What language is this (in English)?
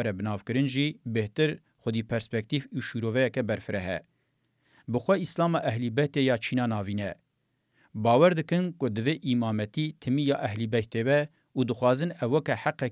Kurdish